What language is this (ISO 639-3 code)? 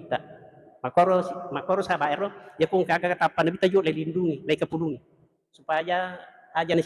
bug